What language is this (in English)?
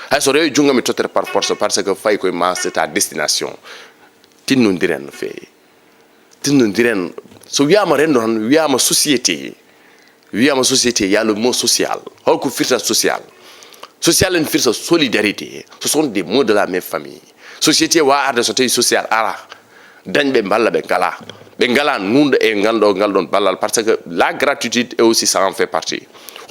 Fula